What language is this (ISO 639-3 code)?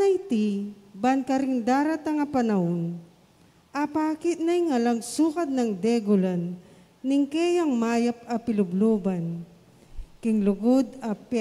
pam